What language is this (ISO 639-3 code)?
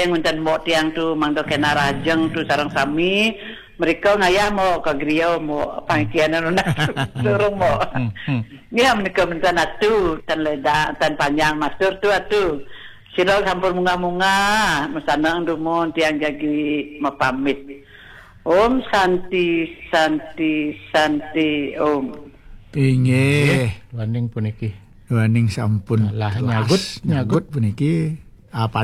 ban